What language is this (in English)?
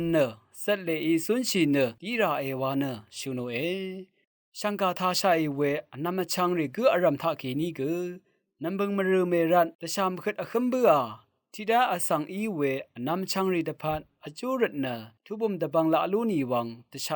Rawang